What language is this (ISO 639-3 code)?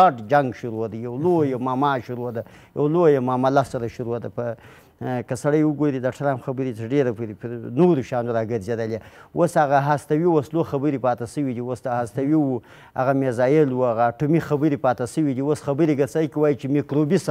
pus